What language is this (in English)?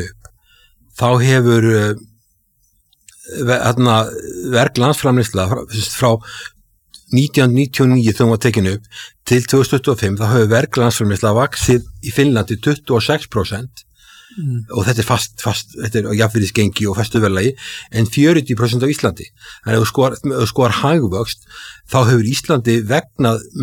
Icelandic